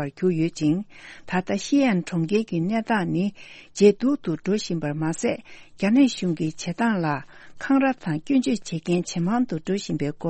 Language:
Tibetan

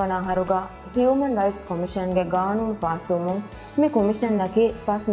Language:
Divehi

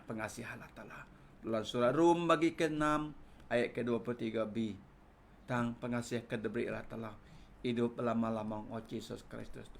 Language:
Iban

